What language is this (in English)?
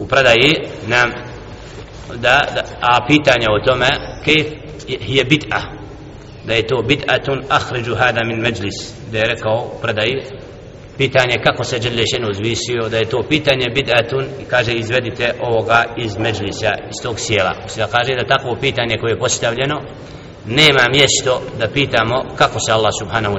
Bosnian